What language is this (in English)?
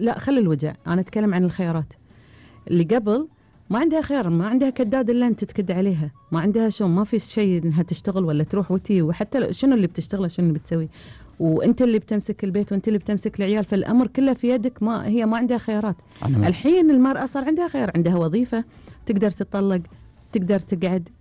Gulf Arabic